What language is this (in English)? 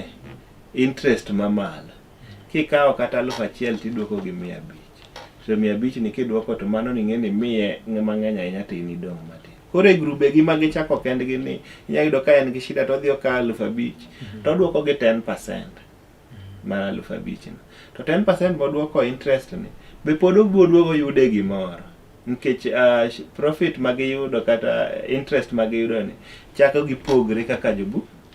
Luo (Kenya and Tanzania)